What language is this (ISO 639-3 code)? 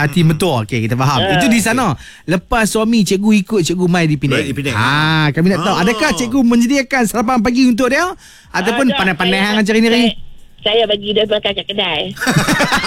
msa